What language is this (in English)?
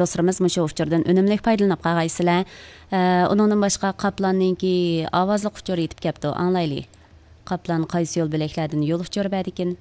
Uyghur